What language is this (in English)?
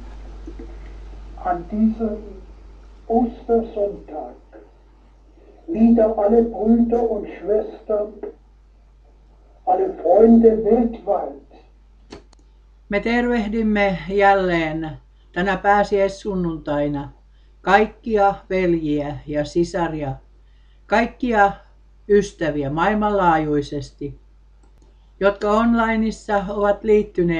Finnish